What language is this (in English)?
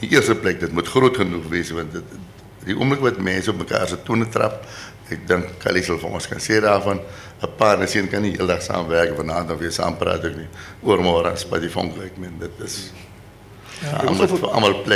Afrikaans